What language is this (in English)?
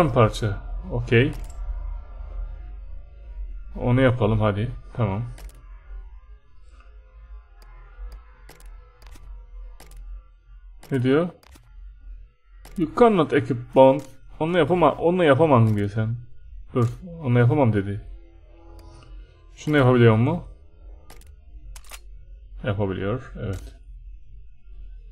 Turkish